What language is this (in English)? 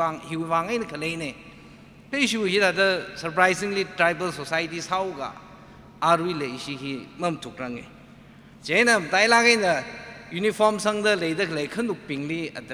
Tangkhul Naga (India)